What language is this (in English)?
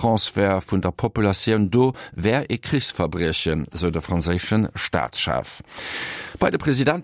Luxembourgish